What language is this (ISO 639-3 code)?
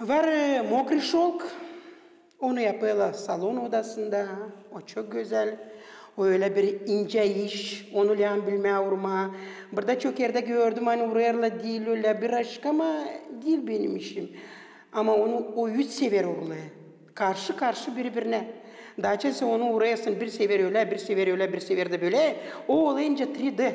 gag